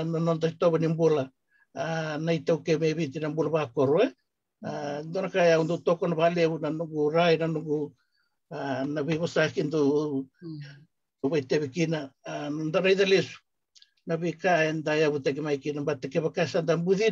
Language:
Fijian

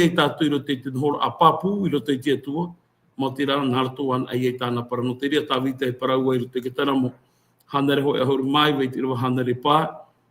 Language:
Tahitian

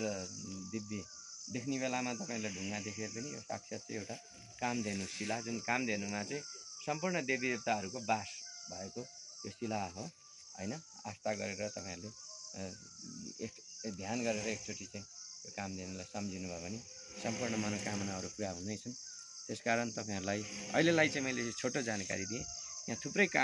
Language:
Nepali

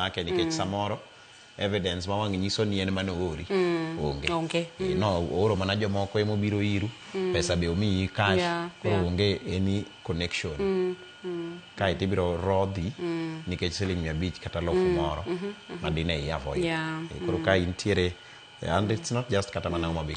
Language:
Luo (Kenya and Tanzania)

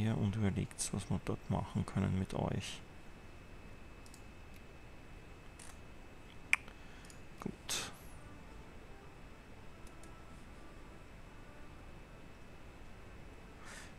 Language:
German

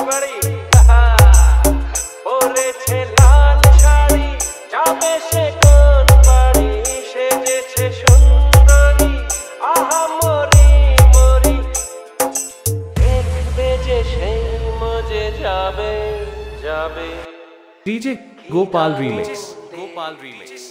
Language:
Bangla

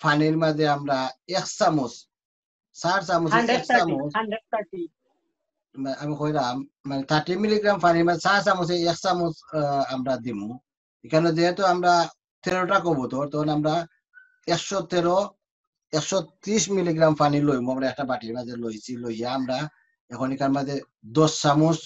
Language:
Sylheti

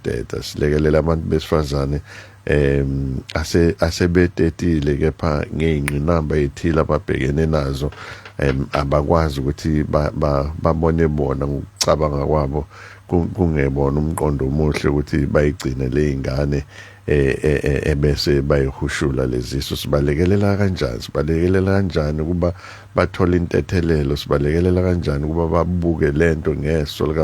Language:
Zulu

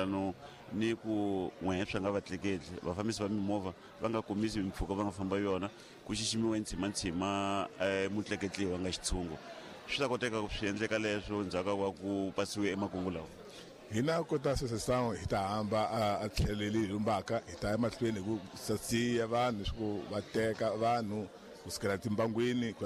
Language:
Tsonga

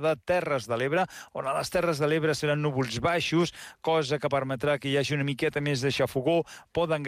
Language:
Catalan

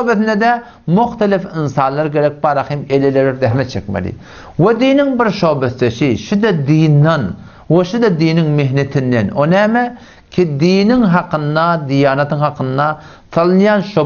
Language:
Turkmen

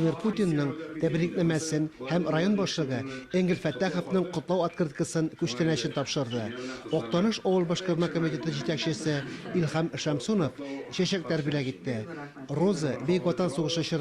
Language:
Tatar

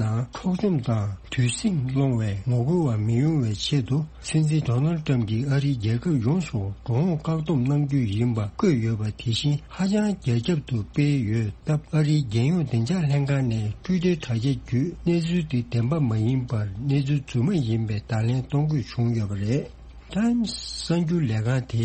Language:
Tibetan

